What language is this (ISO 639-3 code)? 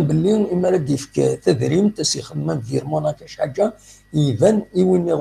kab